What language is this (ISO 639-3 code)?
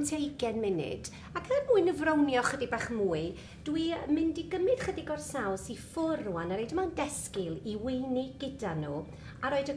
cym